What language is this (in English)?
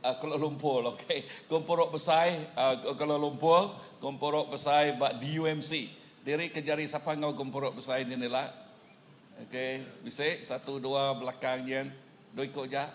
Iban